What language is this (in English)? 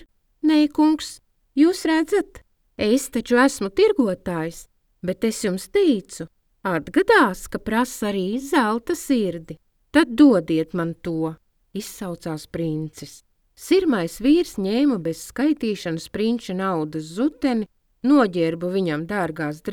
Latvian